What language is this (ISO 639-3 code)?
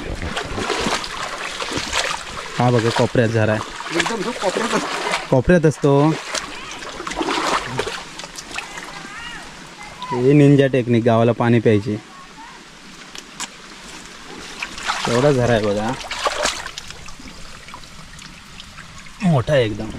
mar